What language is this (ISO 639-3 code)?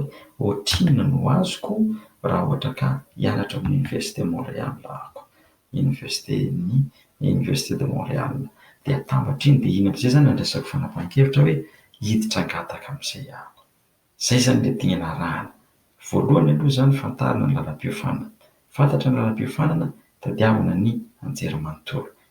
mlg